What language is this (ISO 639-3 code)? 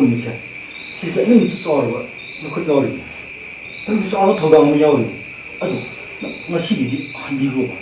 mni